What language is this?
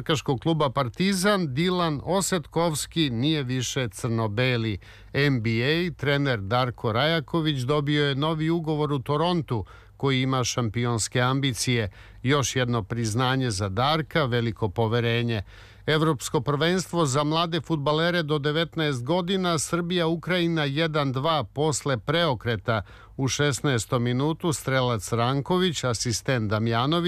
Serbian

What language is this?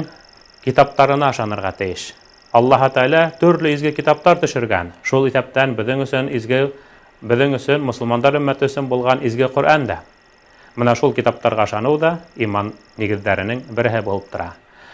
Bashkir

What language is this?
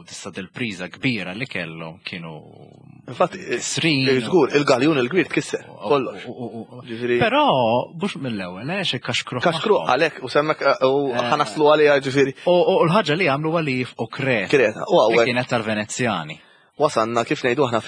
Maltese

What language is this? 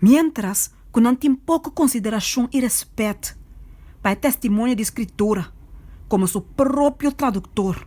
Papiamento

